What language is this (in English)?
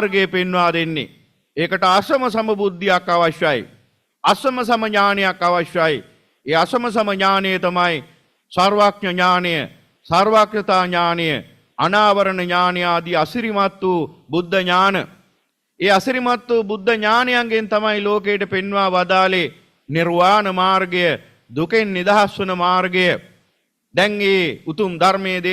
Sinhala